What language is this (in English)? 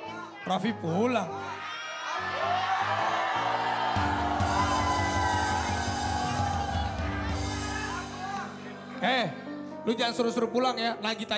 Indonesian